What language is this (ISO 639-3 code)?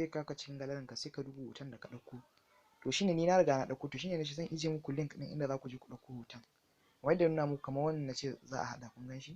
hau